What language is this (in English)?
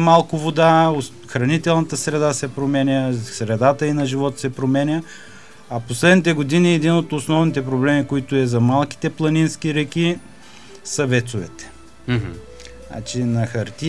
Bulgarian